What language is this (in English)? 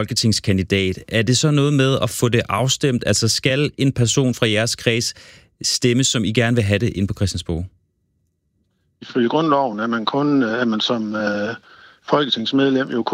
Danish